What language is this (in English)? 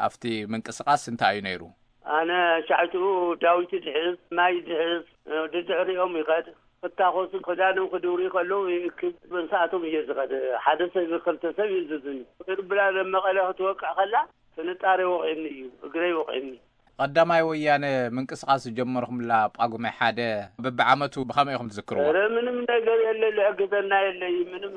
Tigrinya